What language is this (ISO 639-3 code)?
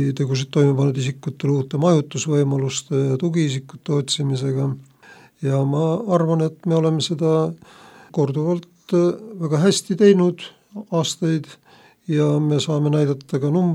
est